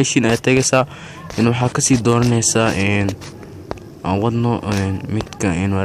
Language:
Somali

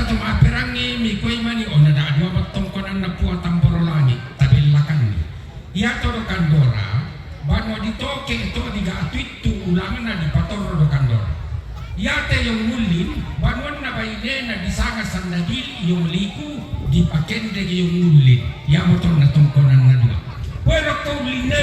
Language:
Toraja-Sa'dan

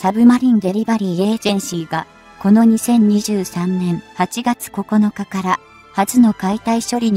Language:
Japanese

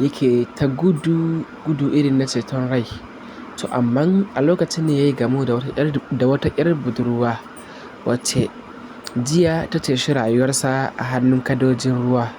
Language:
Hausa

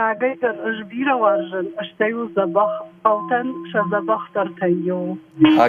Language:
Ossetic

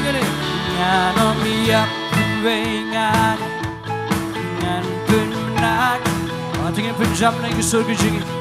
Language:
Khasi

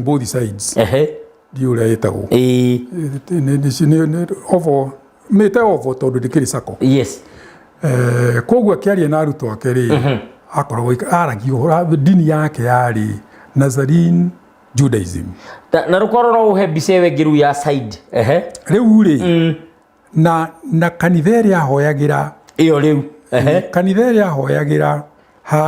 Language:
Kikuyu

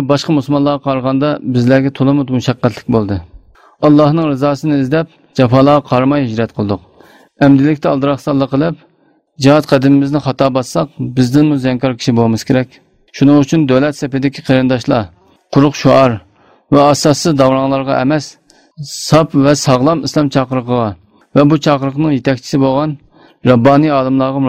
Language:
Uyghur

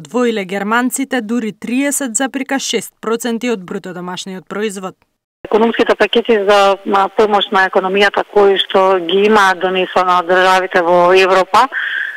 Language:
Macedonian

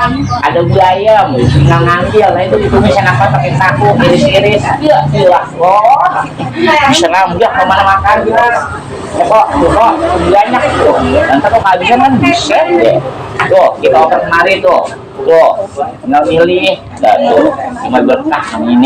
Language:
Betawi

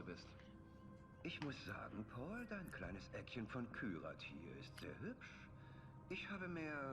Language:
Swiss German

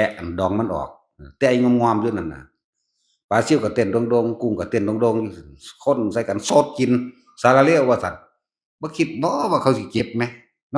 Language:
Northeastern Thai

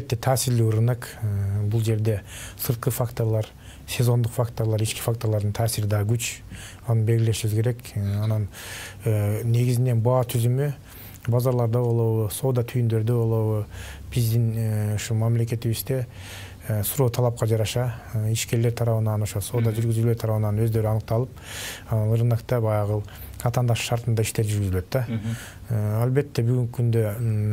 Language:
Kyrgyz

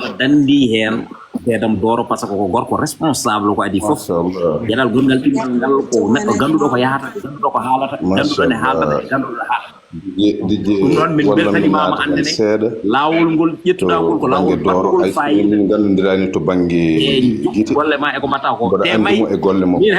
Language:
Fula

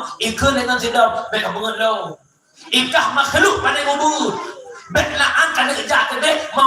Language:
Achinese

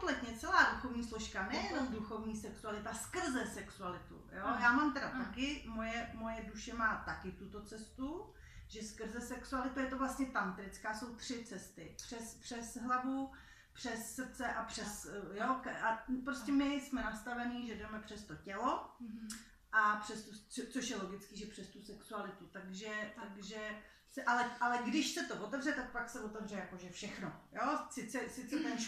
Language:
Czech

